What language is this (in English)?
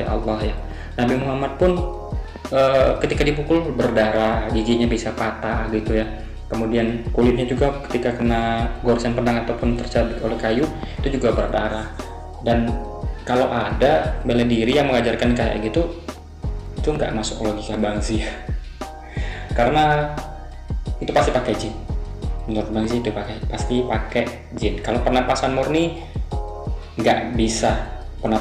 Indonesian